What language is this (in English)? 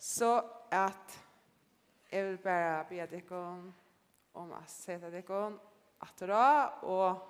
Faroese